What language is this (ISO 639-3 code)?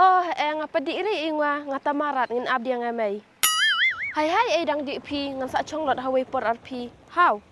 kha